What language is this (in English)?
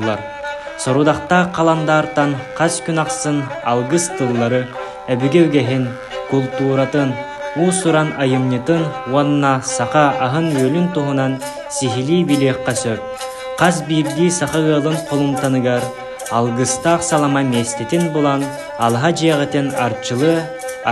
Yakut